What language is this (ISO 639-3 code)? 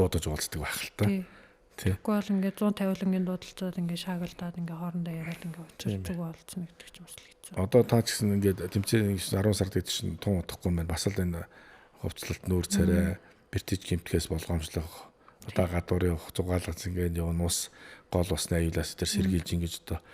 mon